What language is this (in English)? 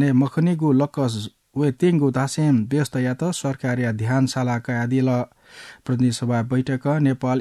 Newari